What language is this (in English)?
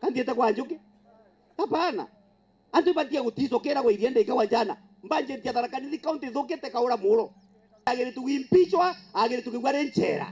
Meru